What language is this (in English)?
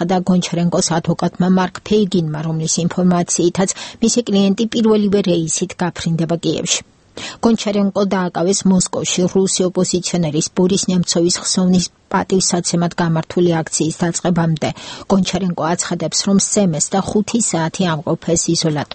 Georgian